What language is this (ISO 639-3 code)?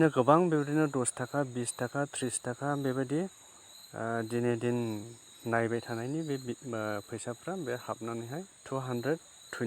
brx